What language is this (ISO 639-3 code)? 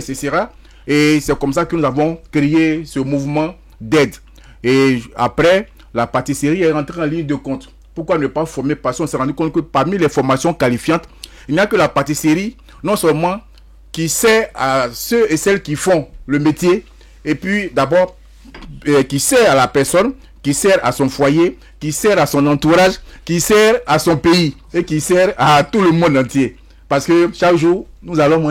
fra